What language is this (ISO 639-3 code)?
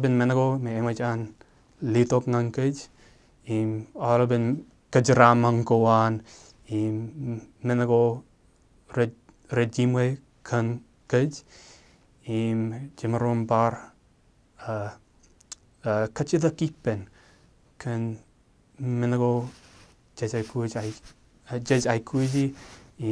mah